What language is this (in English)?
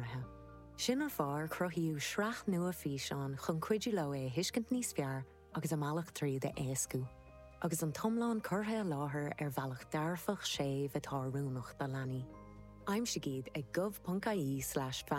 Irish